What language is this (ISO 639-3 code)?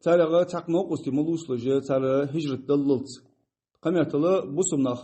inh